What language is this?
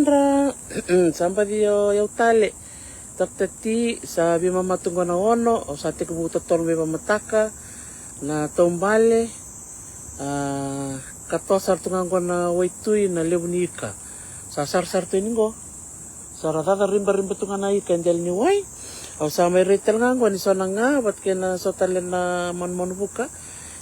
Fijian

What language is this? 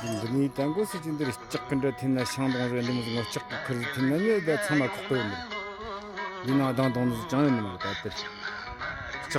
Tibetan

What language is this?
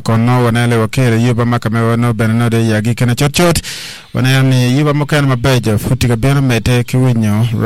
Acoli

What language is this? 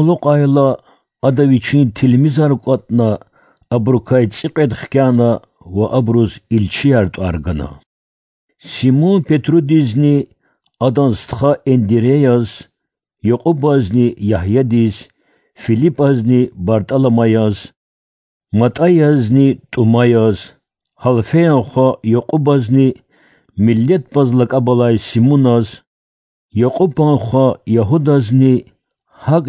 Lezghian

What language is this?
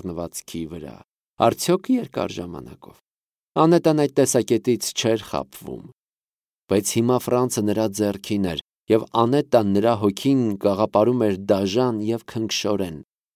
Armenian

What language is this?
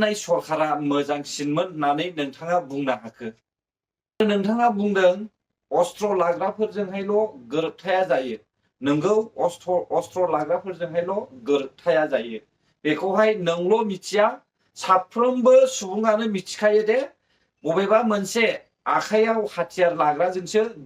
Bodo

